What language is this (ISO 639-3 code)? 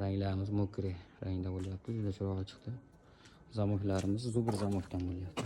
uzb